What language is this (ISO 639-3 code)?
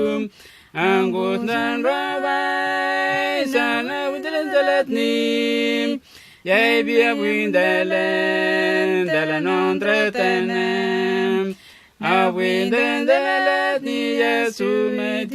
nms